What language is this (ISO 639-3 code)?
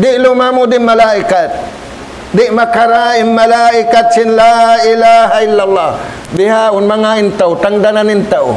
tsg